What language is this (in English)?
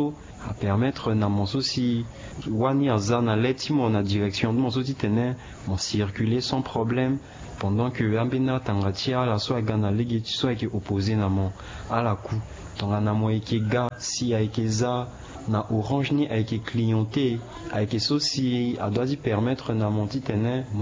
Sango